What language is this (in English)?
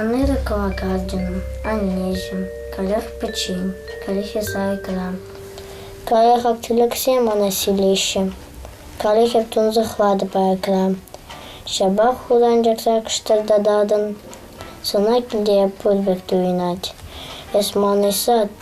Chuvash